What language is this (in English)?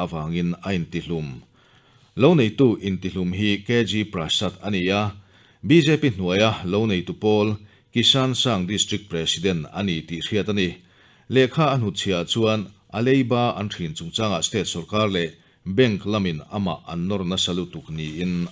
Mizo